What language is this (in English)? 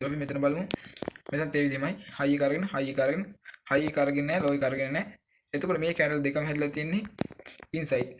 Sinhala